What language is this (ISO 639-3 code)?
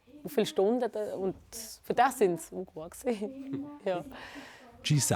roh